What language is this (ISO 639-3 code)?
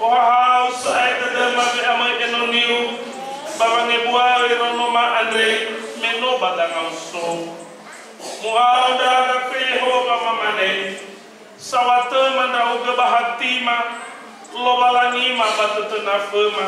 nia